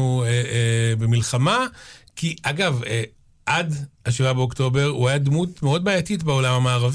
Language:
Hebrew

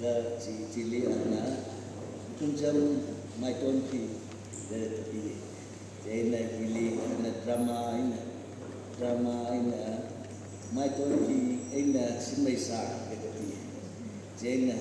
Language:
Tangkhul Naga (India)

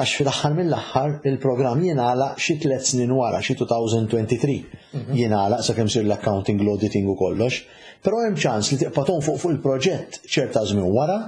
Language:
Maltese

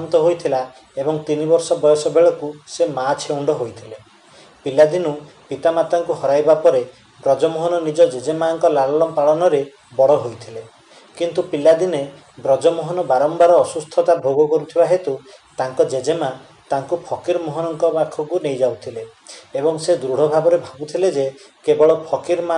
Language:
Odia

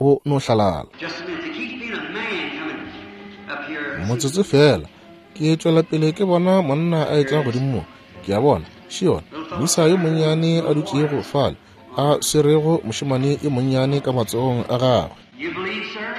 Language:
Northern Sotho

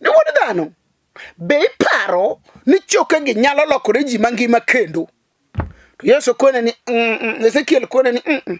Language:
Luo (Kenya and Tanzania)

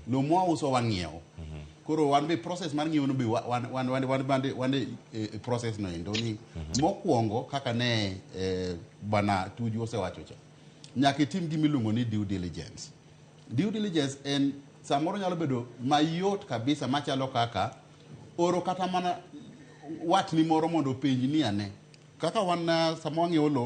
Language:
Luo (Kenya and Tanzania)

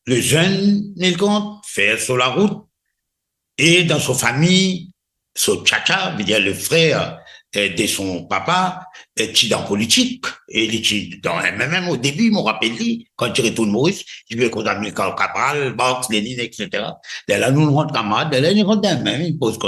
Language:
Morisyen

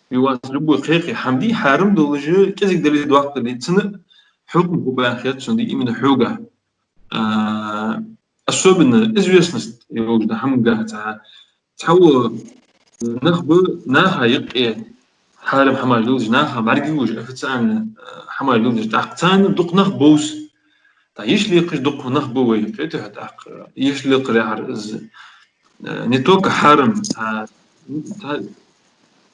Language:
Ingush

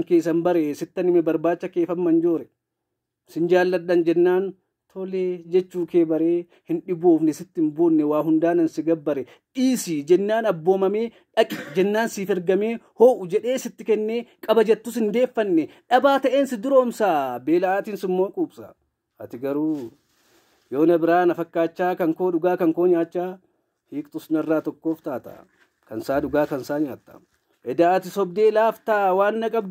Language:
Oromo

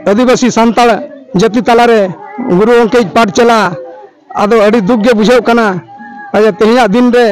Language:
Santali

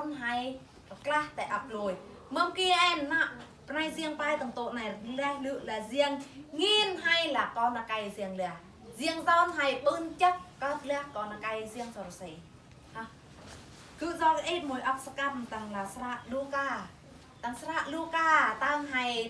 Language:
Eastern Bru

